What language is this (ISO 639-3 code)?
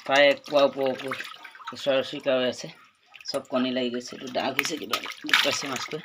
asm